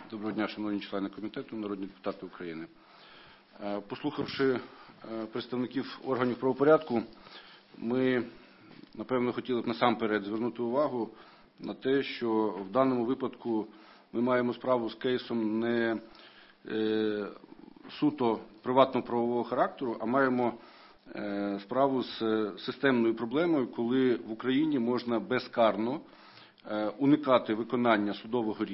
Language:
Ukrainian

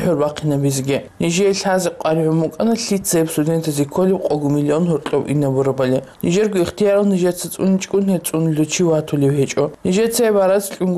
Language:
Avaric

